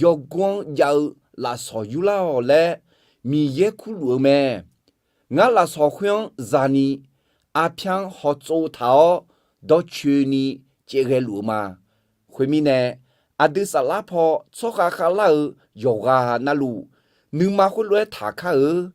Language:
Akha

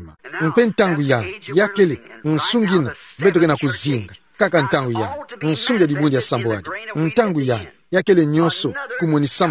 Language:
Kituba (Democratic Republic of Congo)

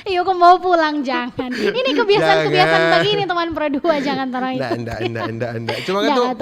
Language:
Manado Malay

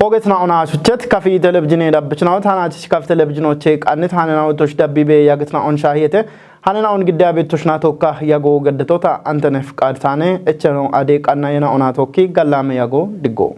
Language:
Kafa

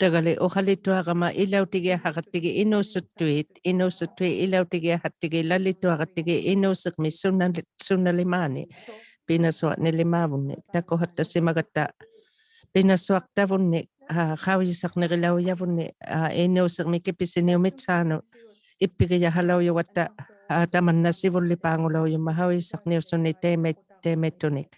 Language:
Inuktitut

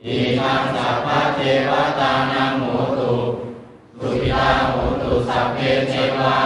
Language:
Pali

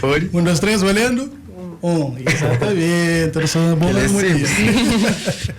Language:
Kabuverdianu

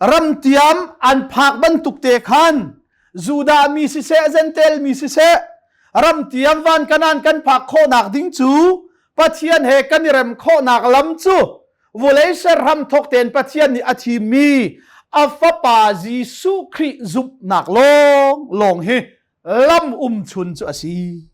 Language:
Hakha Chin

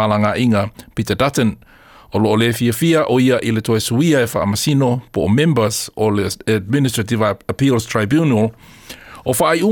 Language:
Samoan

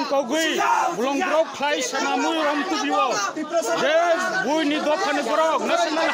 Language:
Kok Borok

